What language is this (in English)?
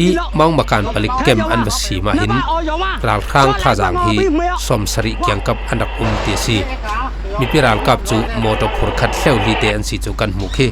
Falam Chin